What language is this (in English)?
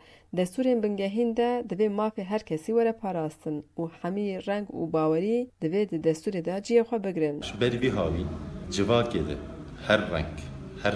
Kurdish